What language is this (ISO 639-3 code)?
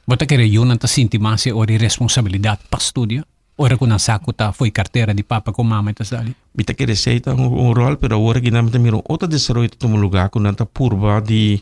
pap